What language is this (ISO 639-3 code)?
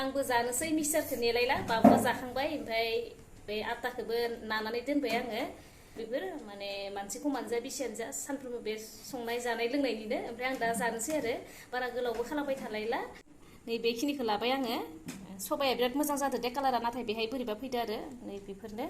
brx